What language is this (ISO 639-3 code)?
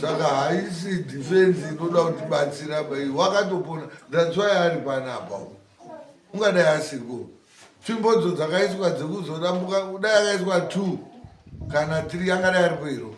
sna